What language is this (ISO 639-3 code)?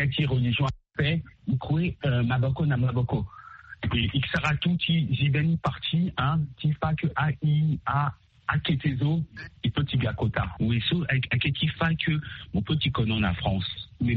sag